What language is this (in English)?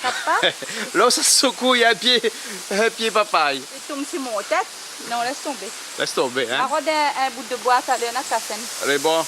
Réunion Creole French